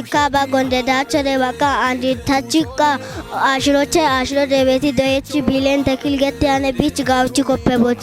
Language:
Kafa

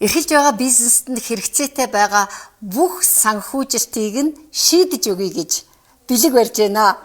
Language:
Mongolian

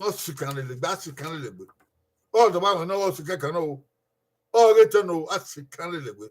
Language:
Bini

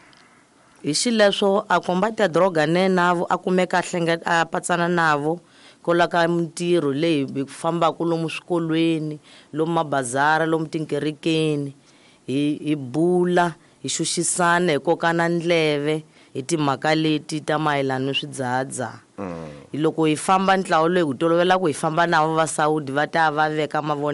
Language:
Tsonga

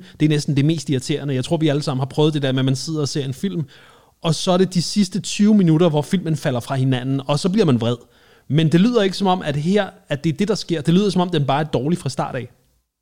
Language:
Danish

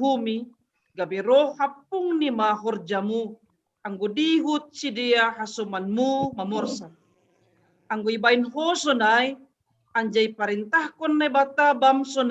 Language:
Batak Simalungun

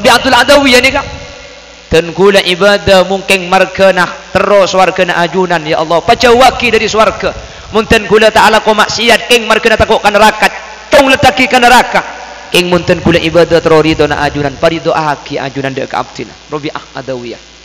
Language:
Madurese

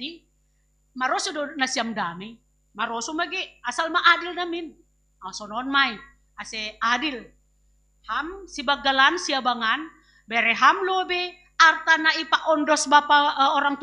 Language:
Batak Simalungun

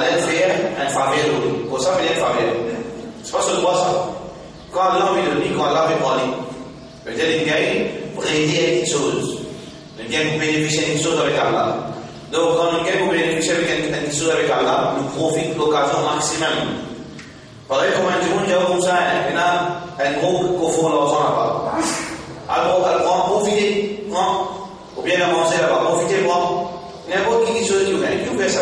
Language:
Morisyen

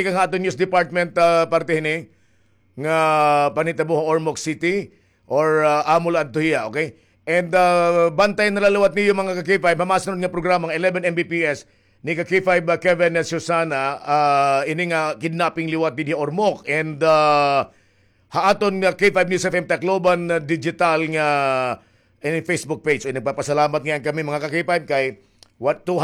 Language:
Waray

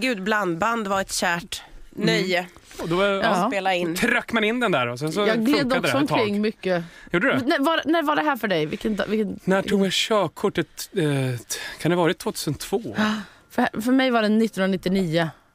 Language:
Swedish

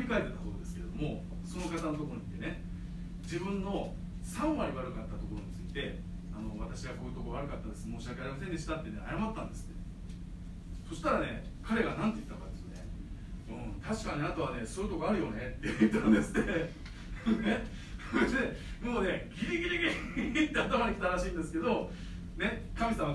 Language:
Japanese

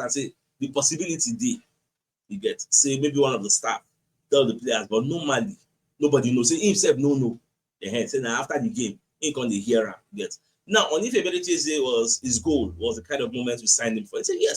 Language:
Nigerian Pidgin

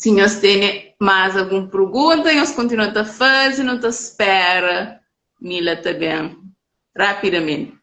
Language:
Kabuverdianu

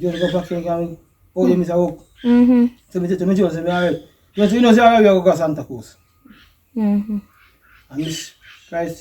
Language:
Jamaican Creole English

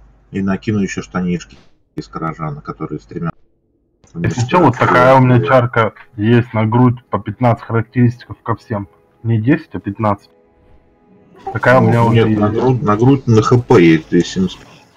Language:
Russian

